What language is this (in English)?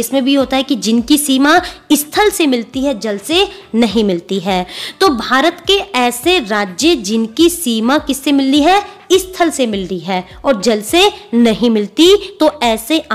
Hindi